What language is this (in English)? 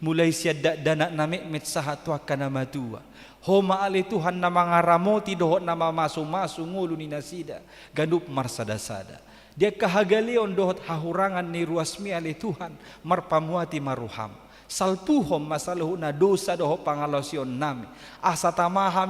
Batak Toba